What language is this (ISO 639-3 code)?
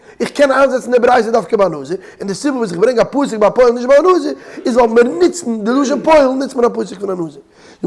yid